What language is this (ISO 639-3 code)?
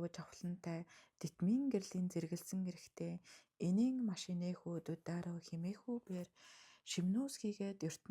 mon